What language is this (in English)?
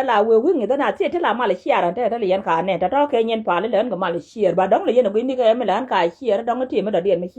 Nuer